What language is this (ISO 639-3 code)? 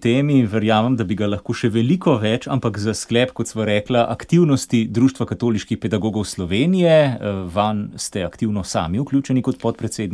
slv